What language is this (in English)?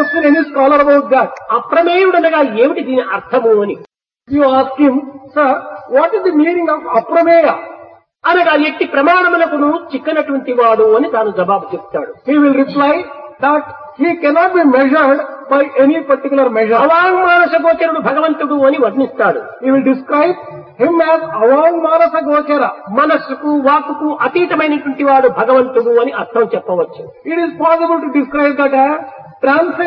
Telugu